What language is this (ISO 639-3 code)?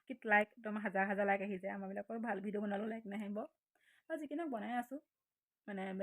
asm